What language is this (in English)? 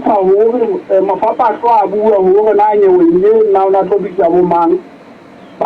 Southern Sotho